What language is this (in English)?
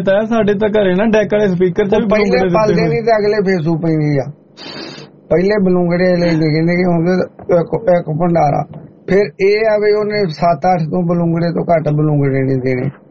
Punjabi